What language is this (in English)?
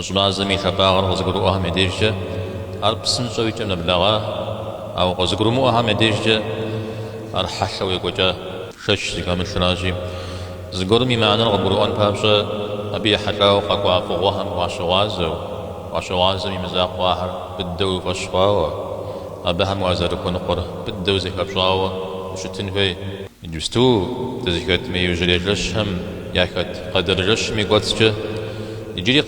Kabardian